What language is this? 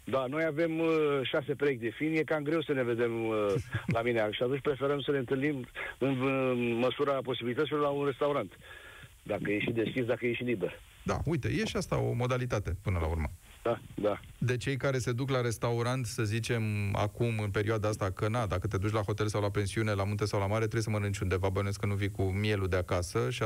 Romanian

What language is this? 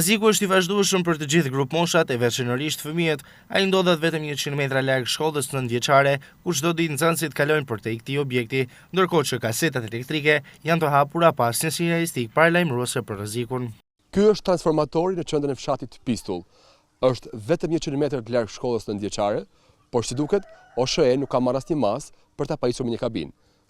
Albanian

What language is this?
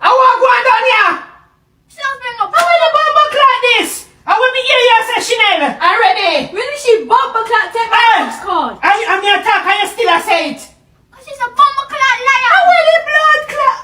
Jamaican Creole English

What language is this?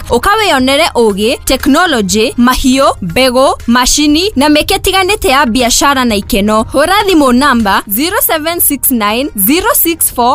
Kikuyu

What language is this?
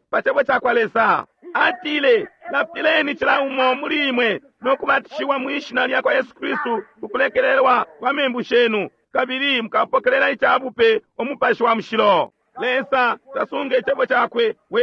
Bemba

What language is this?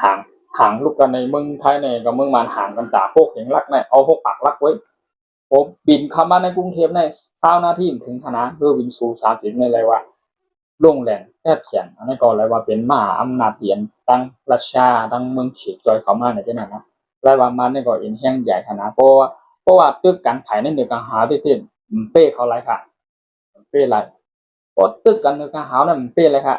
Shan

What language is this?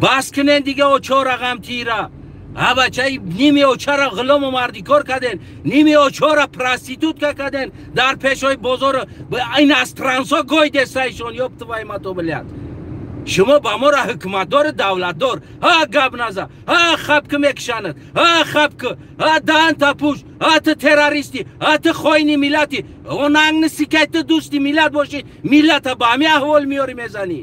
Tajik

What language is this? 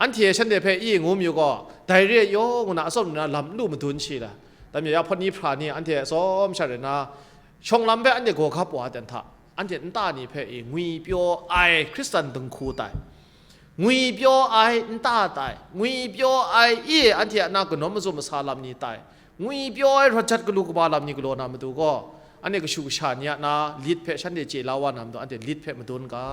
Kachin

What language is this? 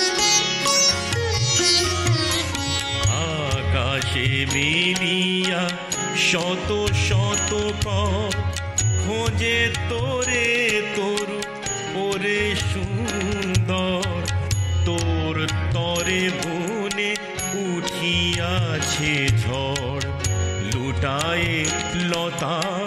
Bangla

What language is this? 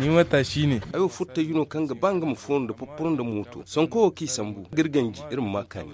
Zarma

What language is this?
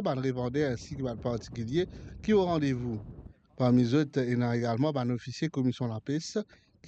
Morisyen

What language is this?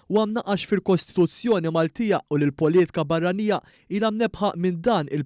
Maltese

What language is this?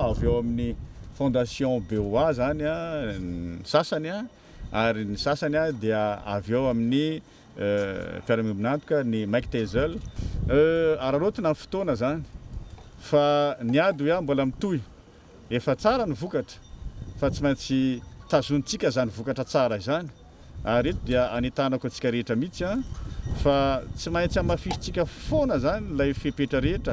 Malagasy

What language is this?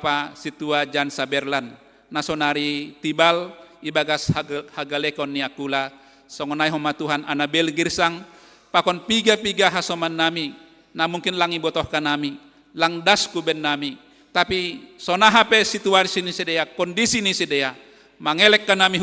Batak Simalungun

